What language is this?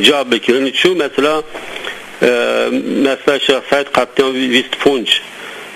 Zaza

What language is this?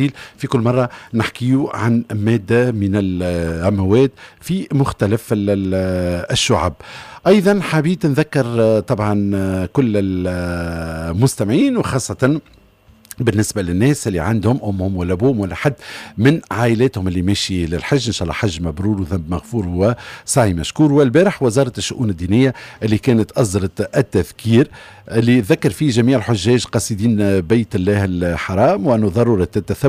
Tunisian Arabic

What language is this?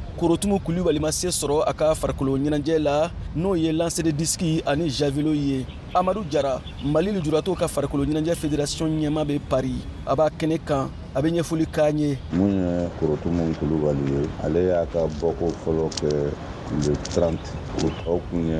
Bambara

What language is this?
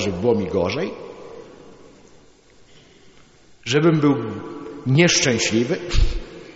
Polish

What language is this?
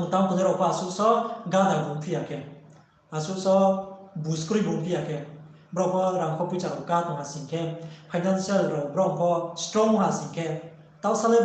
Riang (India)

